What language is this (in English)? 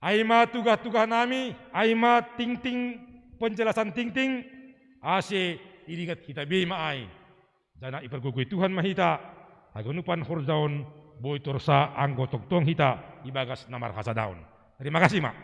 Batak Simalungun